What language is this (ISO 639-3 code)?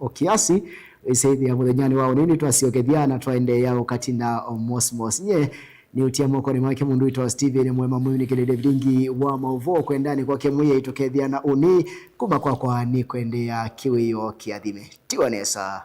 kam